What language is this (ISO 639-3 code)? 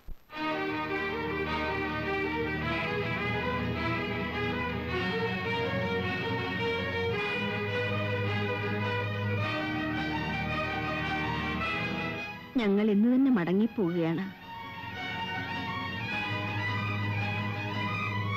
mal